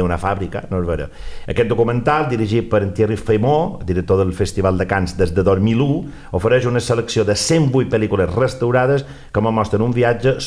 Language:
Catalan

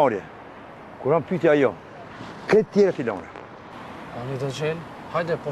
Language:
Albanian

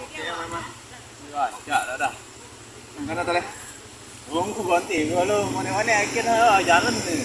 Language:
Minangkabau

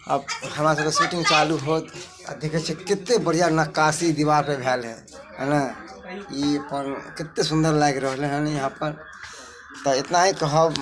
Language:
Maithili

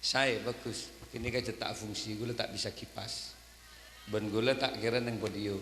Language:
Madurese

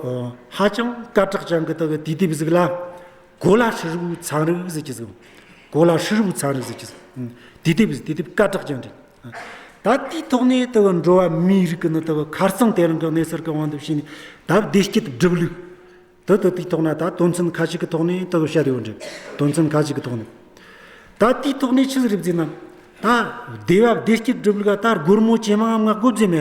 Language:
Amdo Tibetan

